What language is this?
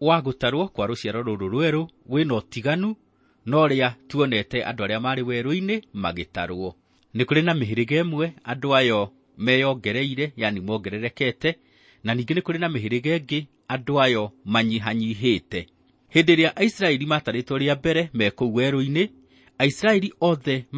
Kikuyu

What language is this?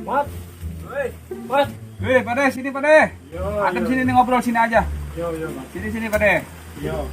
Betawi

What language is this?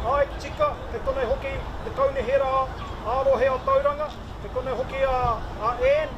Māori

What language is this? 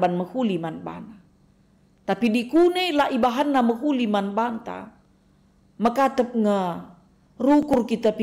Batak Karo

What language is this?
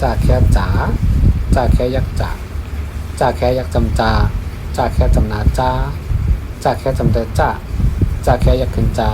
Shan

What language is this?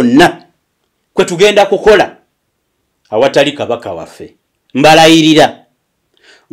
Ganda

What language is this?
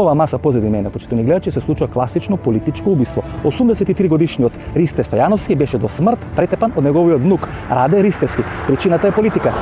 Macedonian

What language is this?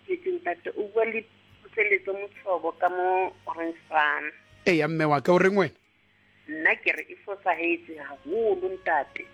Southern Sotho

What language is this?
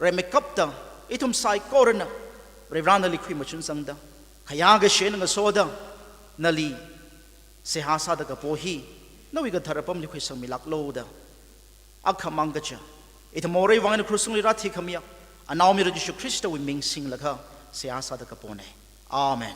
Tangkhul Naga (India)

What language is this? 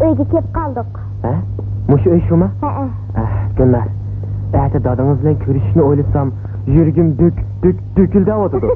Uyghur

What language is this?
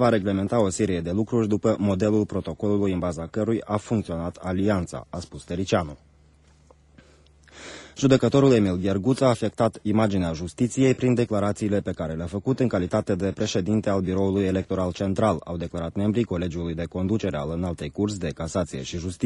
Romanian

